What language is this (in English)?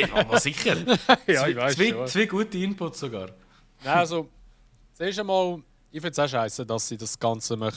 Swiss German